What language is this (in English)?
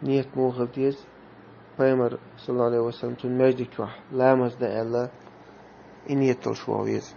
Chechen